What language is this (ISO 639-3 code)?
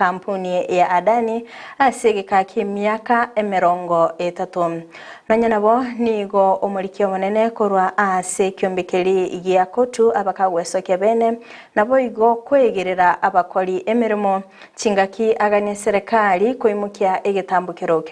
guz